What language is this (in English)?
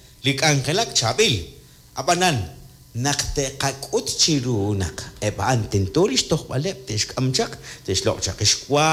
Kekchí